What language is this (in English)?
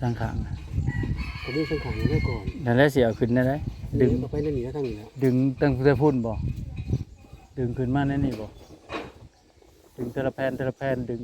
Northeastern Thai